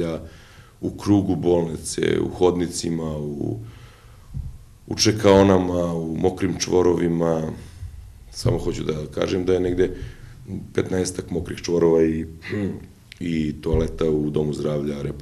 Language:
Serbian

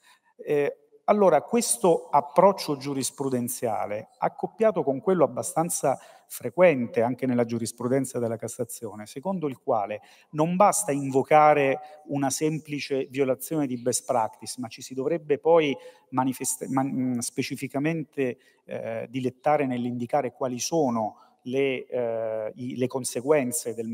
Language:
Italian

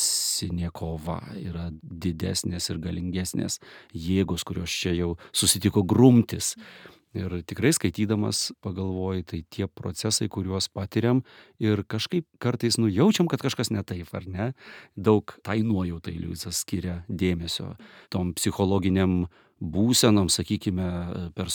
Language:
Lithuanian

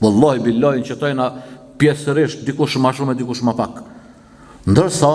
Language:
Albanian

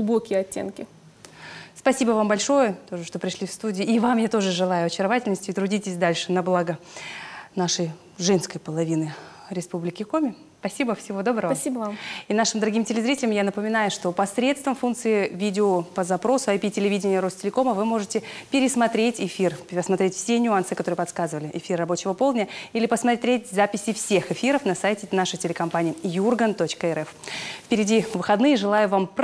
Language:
Russian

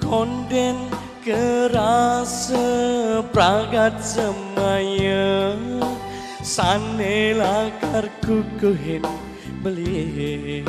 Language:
Balinese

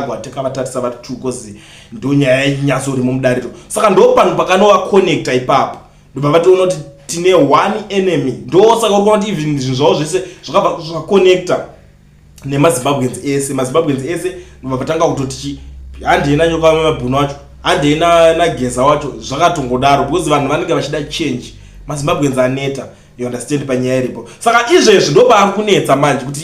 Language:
Shona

